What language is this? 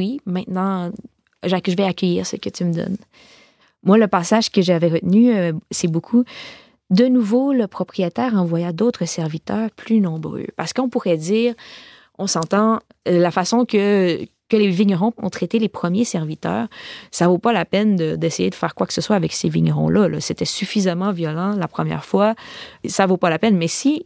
French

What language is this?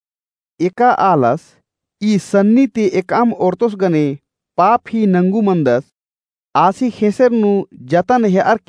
Kurukh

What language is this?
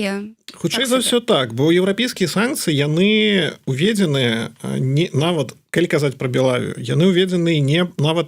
Belarusian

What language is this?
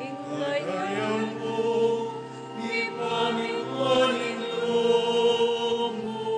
Pampanga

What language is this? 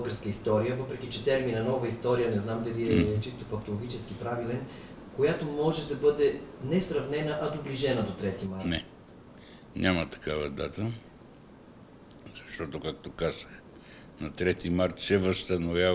Bulgarian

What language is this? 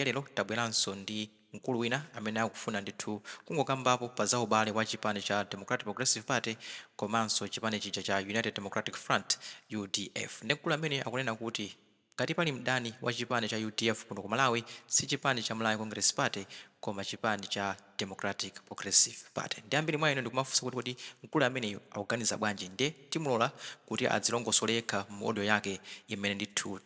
Nyanja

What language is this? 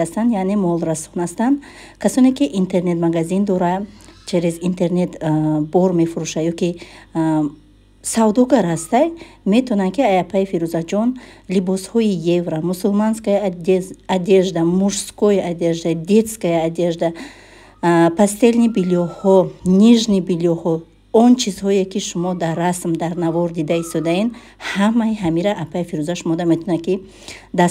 Tajik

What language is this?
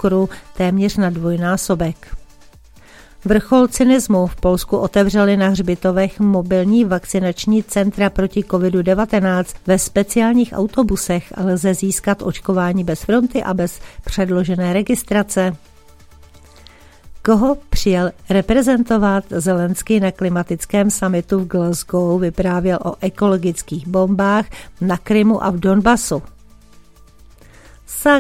Czech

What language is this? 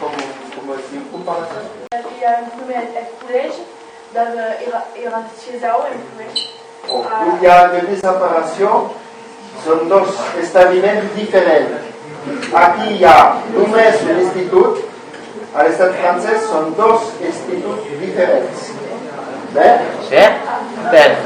Occitan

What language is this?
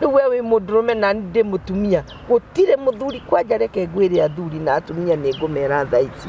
Kikuyu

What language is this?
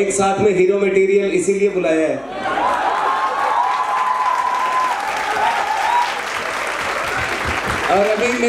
Hindi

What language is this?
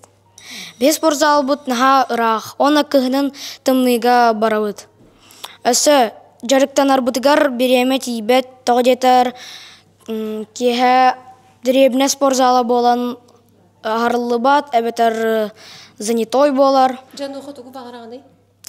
Yakut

